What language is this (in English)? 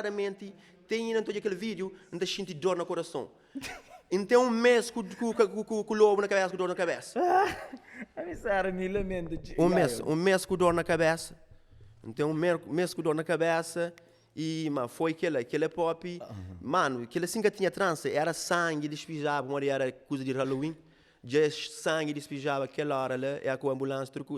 Kabuverdianu